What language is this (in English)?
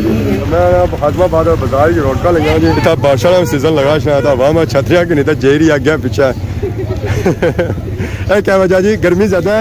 Pahari-Potwari